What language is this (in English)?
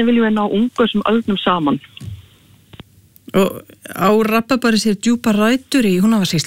Icelandic